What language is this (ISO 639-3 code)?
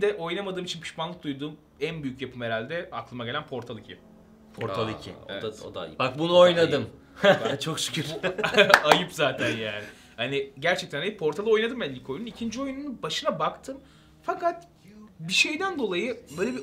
tur